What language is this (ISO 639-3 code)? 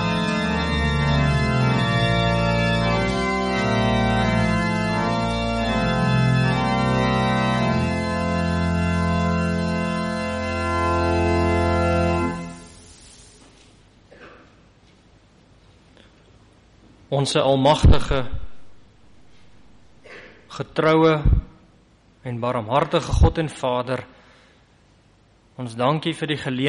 afr